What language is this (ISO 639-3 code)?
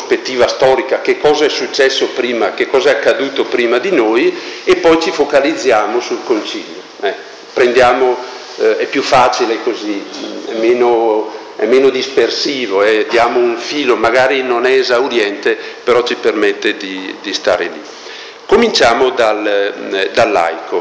ita